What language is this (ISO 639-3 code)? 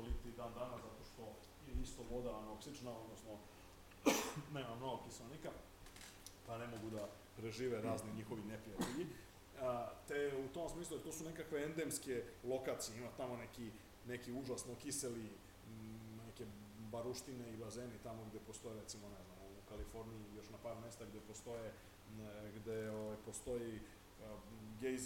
srp